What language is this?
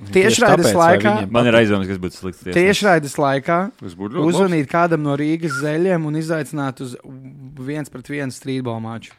Latvian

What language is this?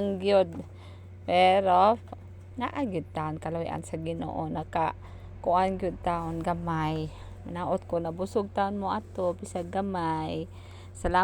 Cebuano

